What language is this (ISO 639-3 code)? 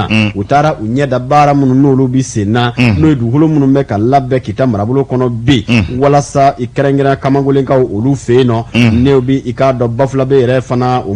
bam